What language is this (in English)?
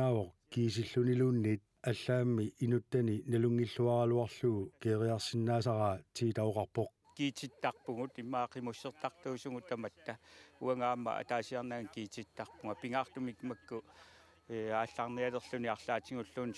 Kalaallisut